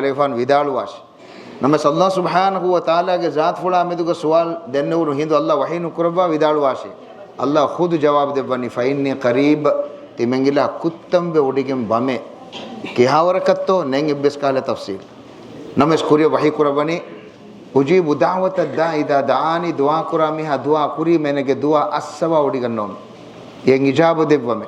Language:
Divehi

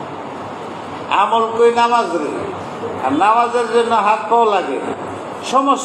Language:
Bangla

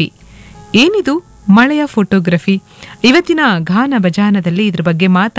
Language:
Kannada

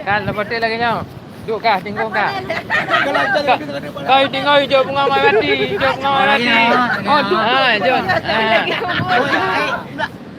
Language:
Achinese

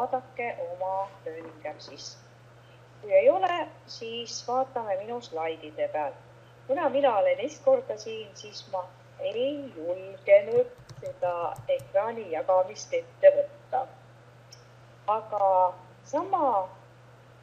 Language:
Estonian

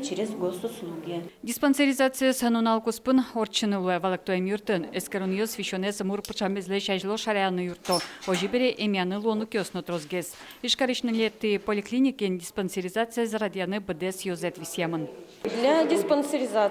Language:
Udmurt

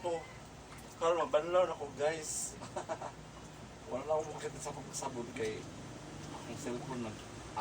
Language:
Cebuano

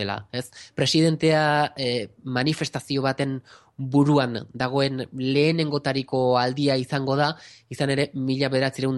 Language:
Basque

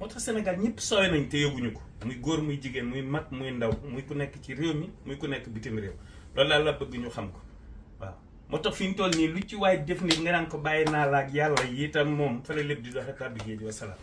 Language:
Wolof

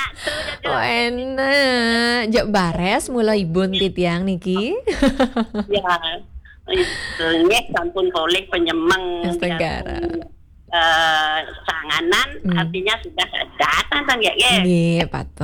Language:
Balinese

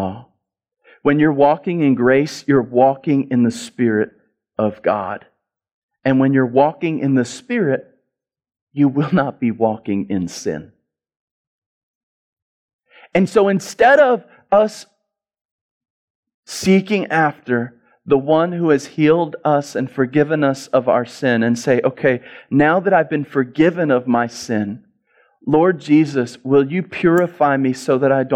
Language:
English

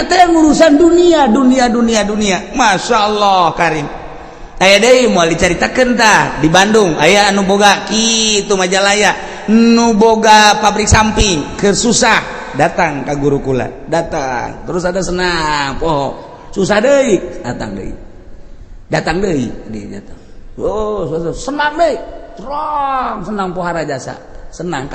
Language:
Sundanese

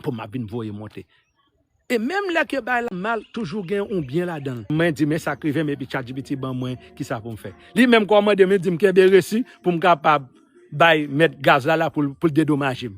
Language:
Haitian Creole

